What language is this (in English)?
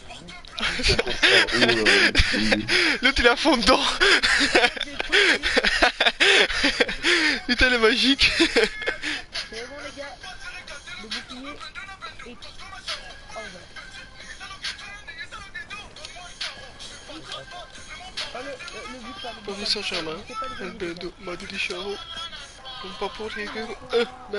French